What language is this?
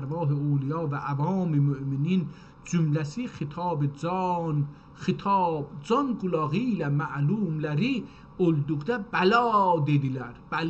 South Azerbaijani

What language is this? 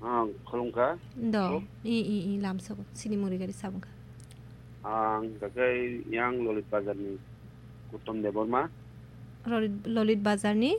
Kok Borok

